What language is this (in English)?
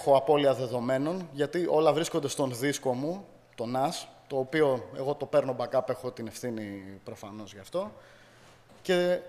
Greek